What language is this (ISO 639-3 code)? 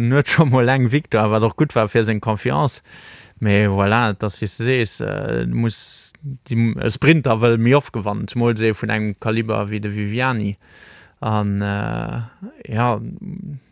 ltz